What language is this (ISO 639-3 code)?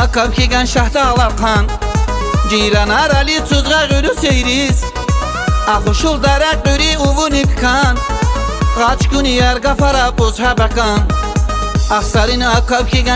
tab